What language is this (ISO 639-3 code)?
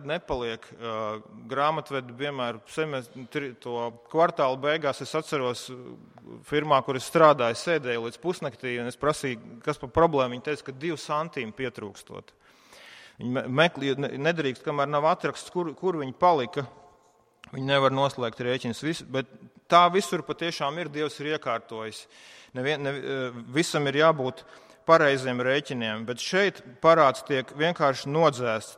lav